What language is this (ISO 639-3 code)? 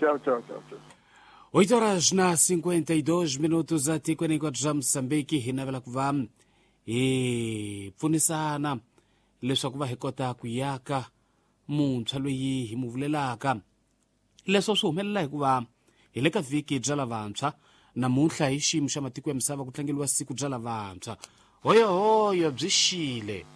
tso